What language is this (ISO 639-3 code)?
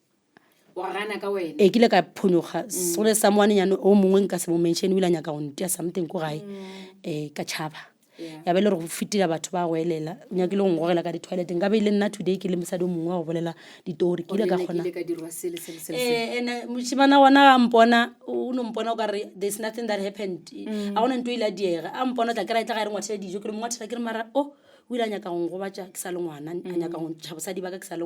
nso